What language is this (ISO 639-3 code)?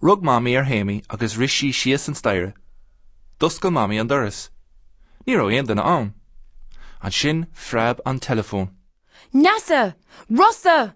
gle